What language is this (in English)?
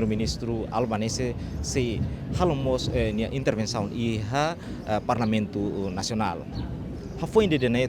Tetum